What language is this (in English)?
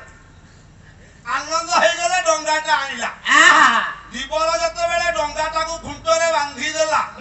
Odia